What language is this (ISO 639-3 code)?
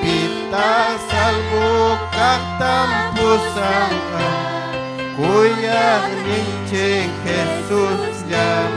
quy